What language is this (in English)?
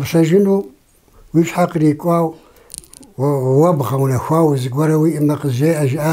Kabardian